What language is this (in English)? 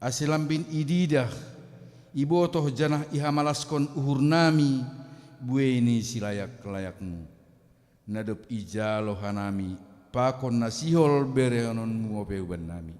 Batak Simalungun